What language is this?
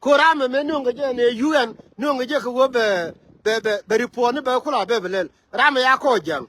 Nuer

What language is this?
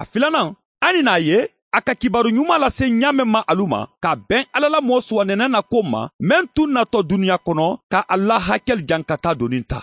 Bambara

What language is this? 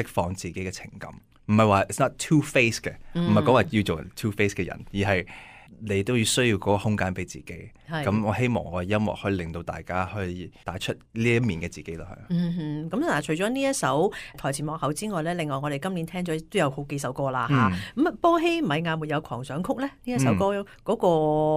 Cantonese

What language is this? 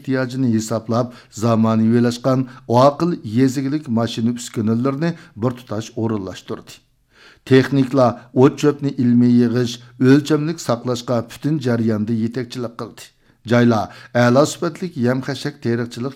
Uyghur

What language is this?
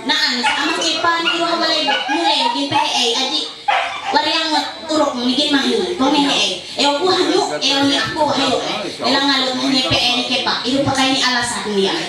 Ma'anyan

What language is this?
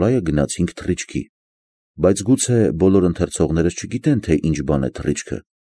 Armenian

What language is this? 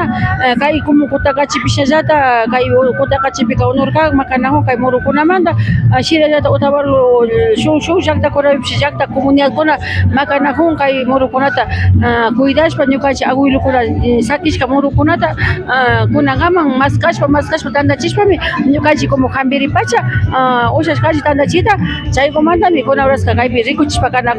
Imbabura Highland Quichua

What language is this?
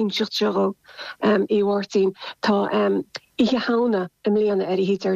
Irish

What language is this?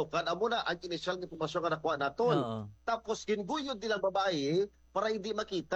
Hiligaynon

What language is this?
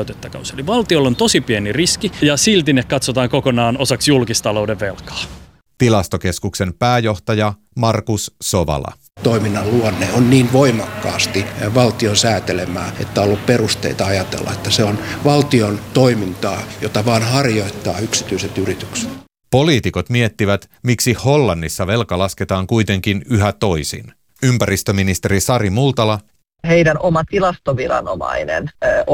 Finnish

